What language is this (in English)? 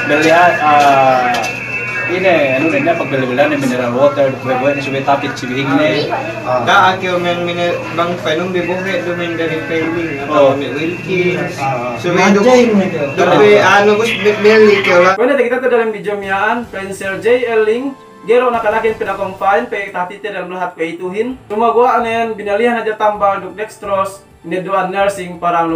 Yakan